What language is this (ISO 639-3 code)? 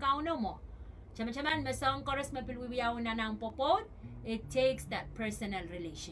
pon